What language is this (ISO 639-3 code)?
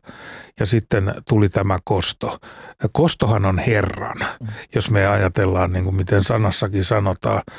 fin